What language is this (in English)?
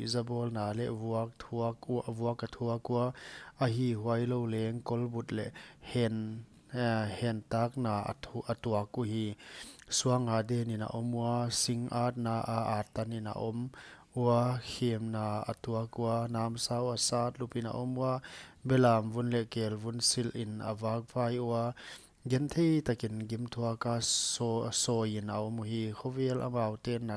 Paite Chin